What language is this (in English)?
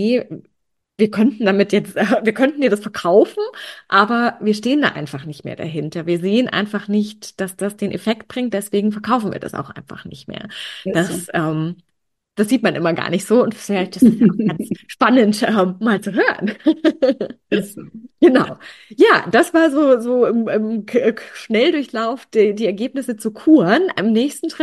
German